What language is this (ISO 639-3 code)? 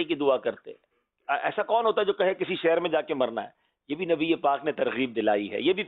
urd